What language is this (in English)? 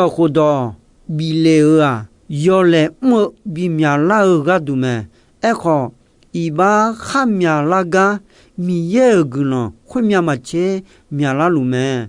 Akha